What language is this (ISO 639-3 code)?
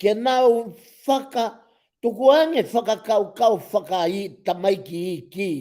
ton